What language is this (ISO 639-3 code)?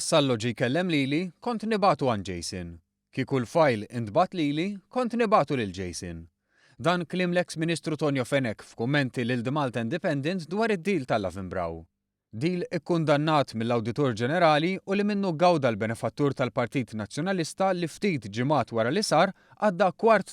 mlt